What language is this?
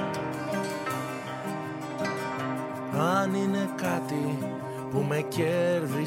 Greek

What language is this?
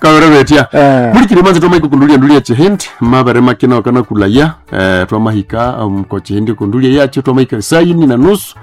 Nande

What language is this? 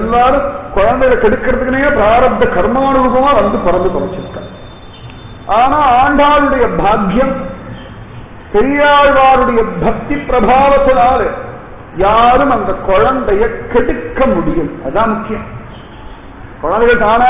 Tamil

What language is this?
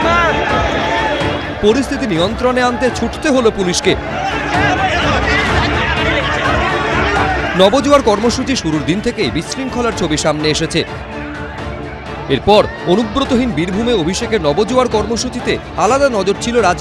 Bangla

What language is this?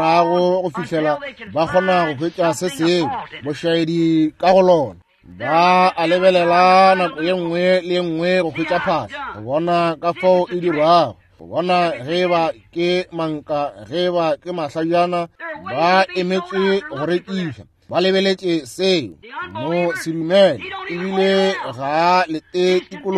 Northern Sotho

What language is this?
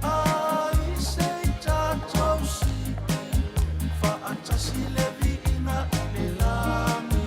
Samoan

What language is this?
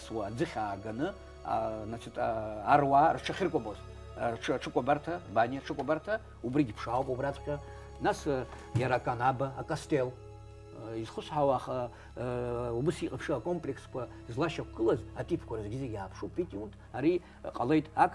Abkhazian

